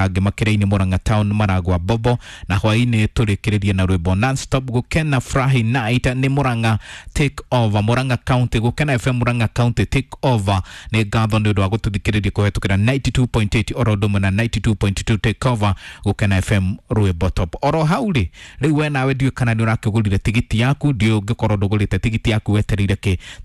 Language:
Kikuyu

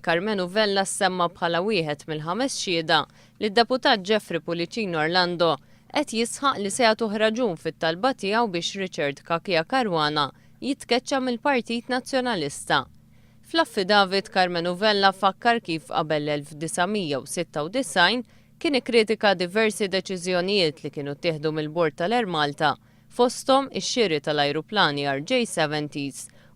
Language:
Maltese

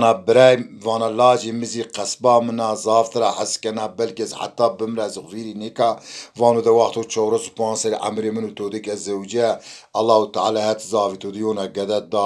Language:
Zaza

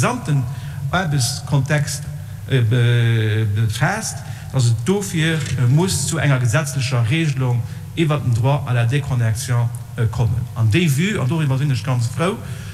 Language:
Luxembourgish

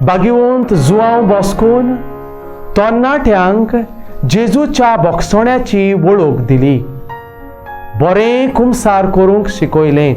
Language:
Konkani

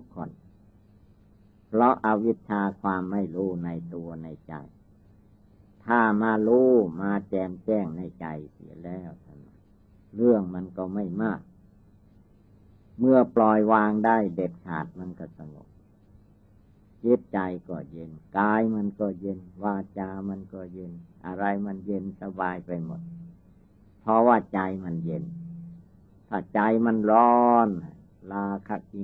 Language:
Thai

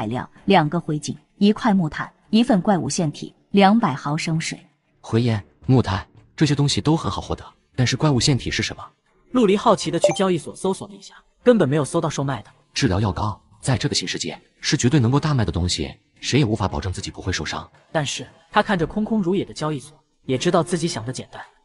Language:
Chinese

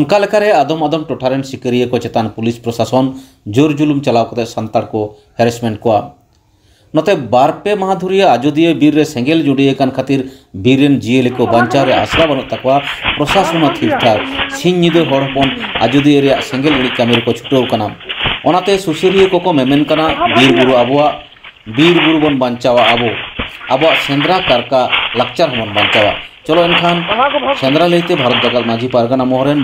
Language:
Santali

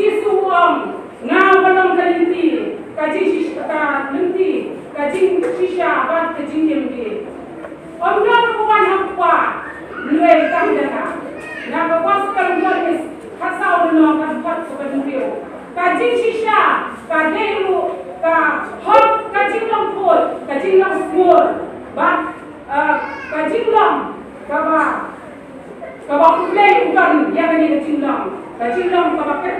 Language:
Khasi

